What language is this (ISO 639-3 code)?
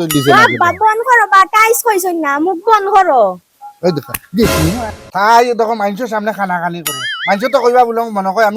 syl